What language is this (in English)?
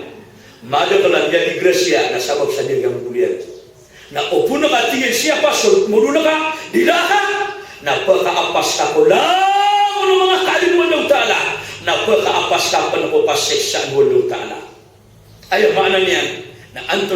Maranao